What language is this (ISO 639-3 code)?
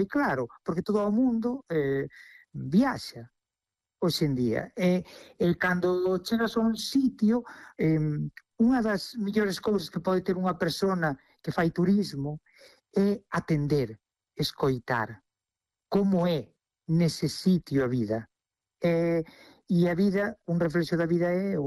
glg